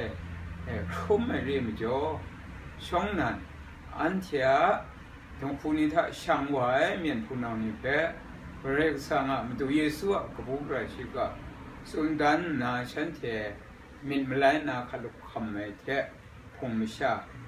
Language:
Kachin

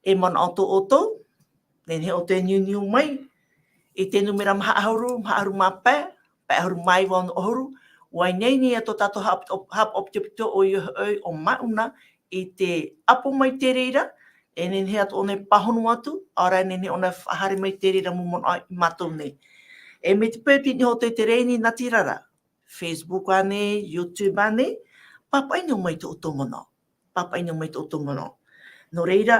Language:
Tahitian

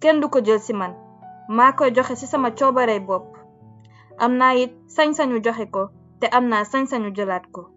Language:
Wolof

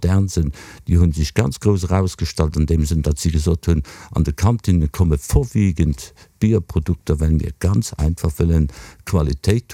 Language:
Luxembourgish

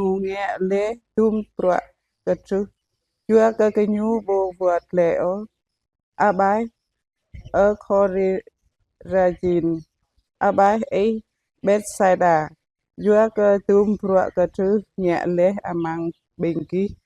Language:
Jarai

